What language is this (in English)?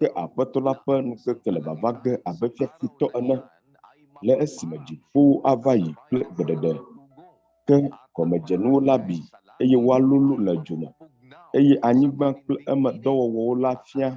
Ewe